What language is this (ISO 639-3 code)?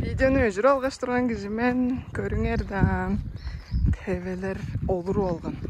tyv